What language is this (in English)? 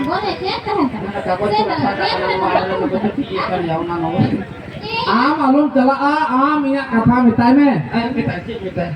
Santali